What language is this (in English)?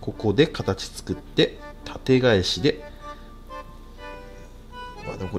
Japanese